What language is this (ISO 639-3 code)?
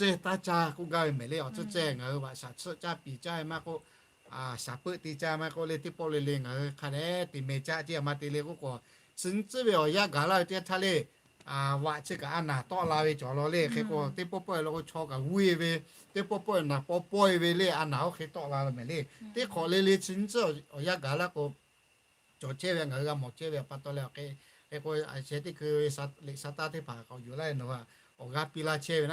lhu